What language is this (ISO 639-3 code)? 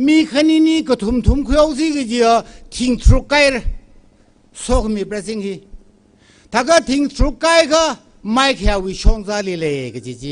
nmf